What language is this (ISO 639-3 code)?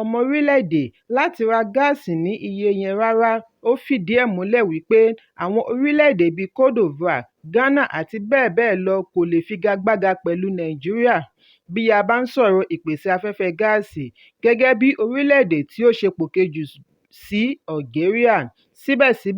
yor